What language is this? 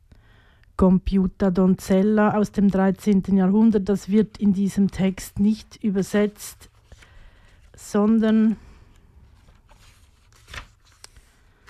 German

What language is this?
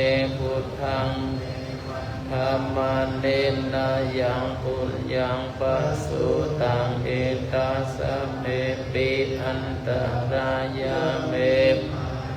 Pali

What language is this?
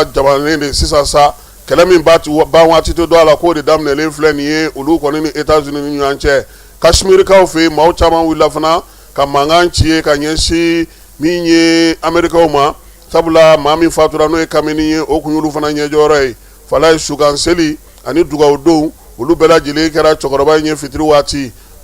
Bambara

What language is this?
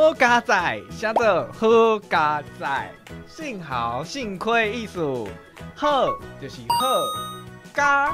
Min Nan Chinese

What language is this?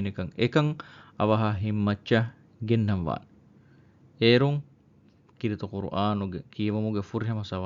Divehi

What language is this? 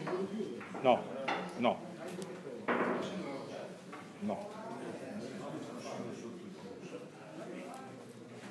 Italian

